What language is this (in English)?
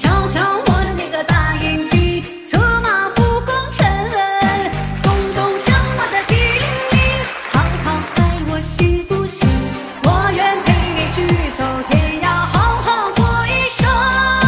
Chinese